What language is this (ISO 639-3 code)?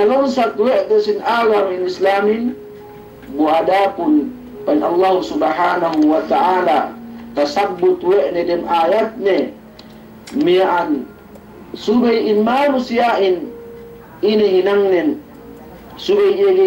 yka